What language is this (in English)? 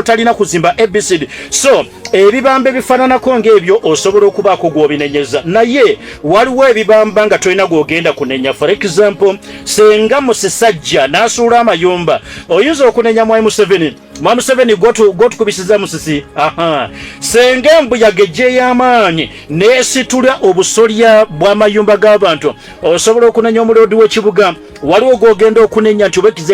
Ganda